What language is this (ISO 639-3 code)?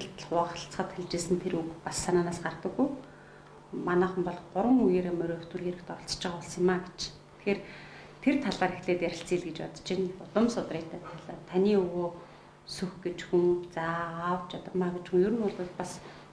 mon